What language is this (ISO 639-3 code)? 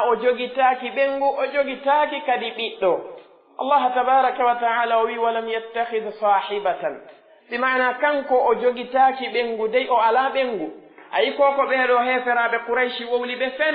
fuf